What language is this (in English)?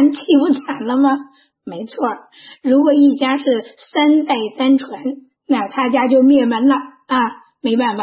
Chinese